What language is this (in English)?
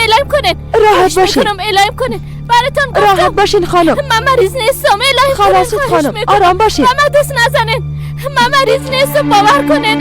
Persian